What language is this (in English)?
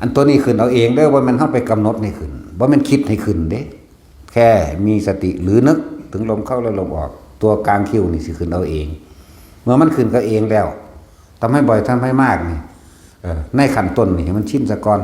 Northeastern Thai